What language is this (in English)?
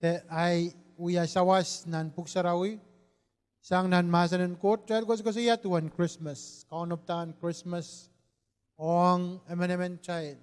Pohnpeian